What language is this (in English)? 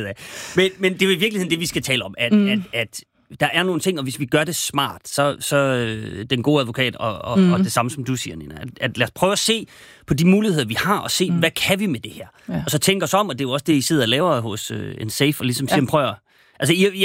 Danish